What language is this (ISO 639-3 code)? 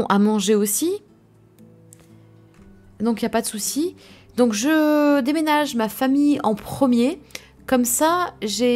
fra